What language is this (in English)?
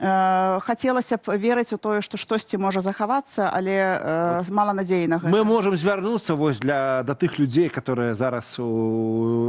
Belarusian